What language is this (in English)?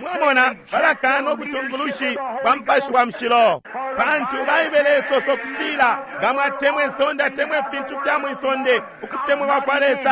Bemba